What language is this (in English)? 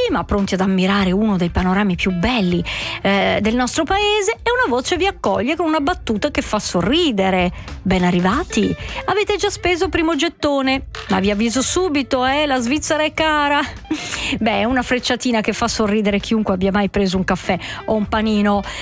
Italian